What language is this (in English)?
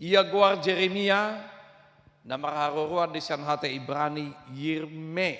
Batak Toba